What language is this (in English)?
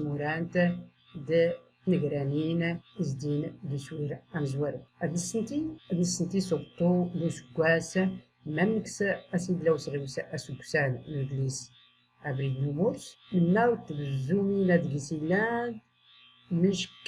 Tachelhit